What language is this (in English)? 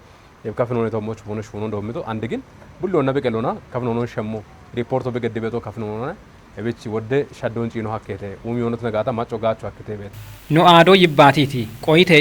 Kafa